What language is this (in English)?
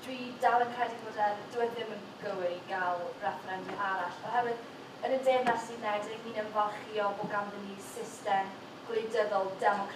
Welsh